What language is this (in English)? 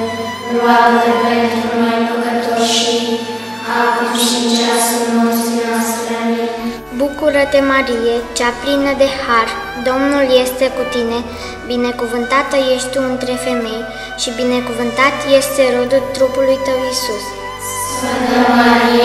Romanian